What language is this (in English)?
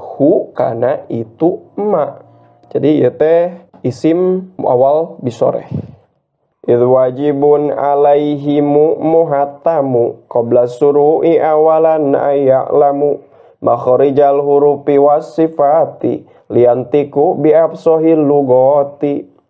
Sundanese